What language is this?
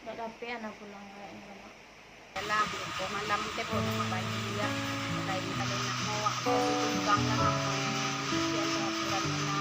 Minangkabau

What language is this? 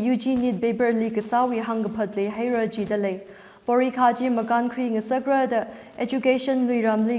Tangkhul Naga (India)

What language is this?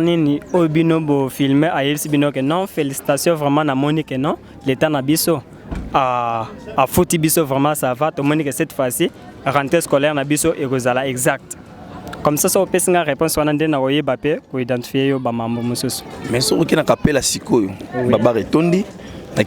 Lingala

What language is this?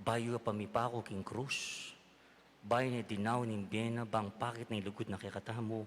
Pampanga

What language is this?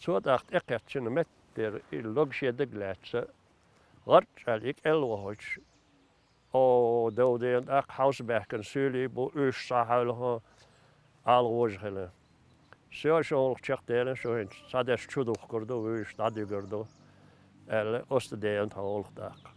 Chechen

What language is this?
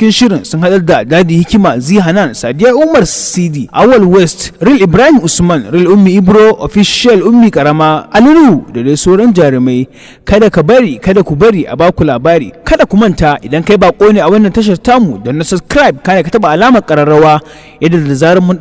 Hausa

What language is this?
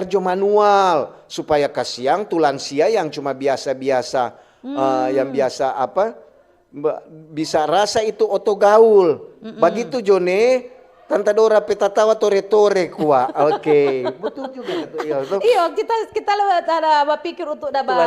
Manado Malay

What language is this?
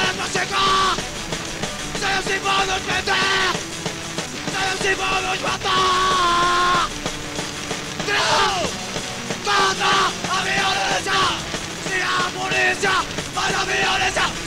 Portuguese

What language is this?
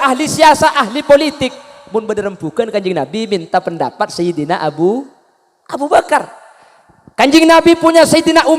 Madurese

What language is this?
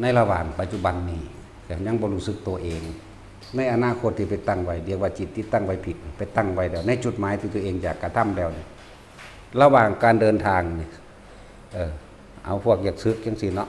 Northeastern Thai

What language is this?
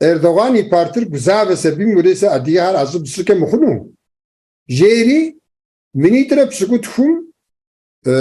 Kabardian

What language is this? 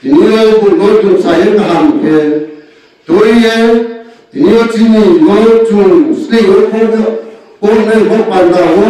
Riang (India)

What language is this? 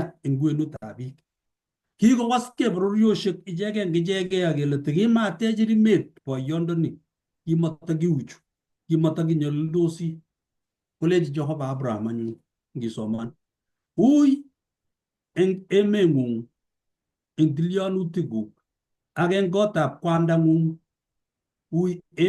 Kalenjin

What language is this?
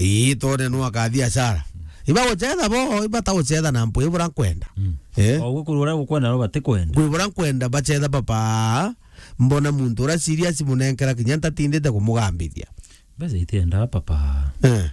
Meru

